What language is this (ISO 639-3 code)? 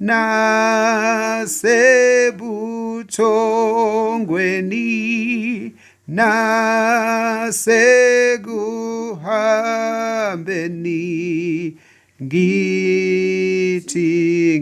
zul